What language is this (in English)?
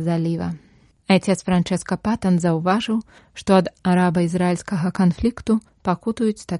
Belarusian